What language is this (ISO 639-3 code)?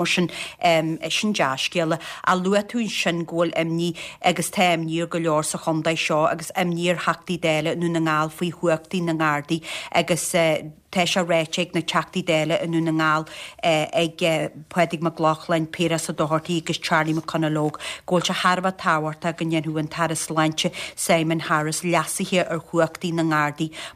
gle